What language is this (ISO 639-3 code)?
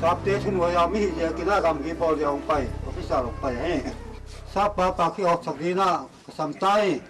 ctd